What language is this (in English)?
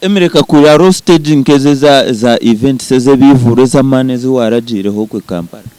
Nyankole